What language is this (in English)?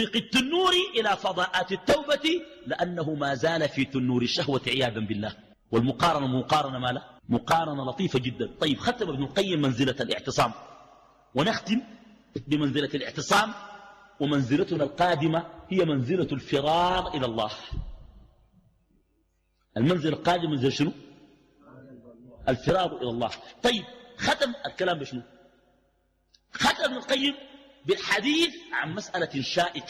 Arabic